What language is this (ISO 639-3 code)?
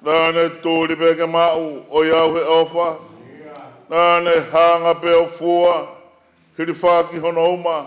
ton